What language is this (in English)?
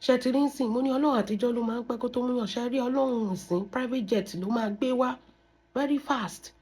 Yoruba